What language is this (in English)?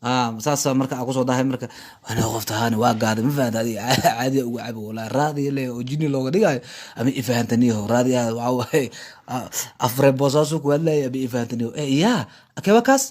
Somali